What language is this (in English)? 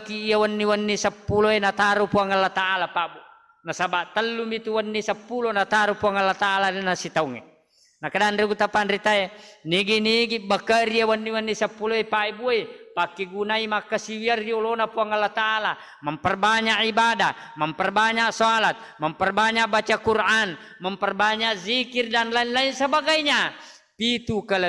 Buginese